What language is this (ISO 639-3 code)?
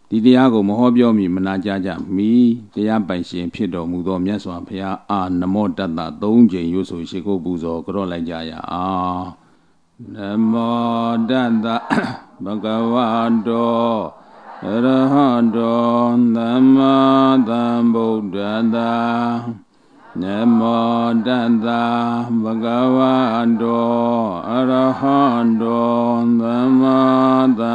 mya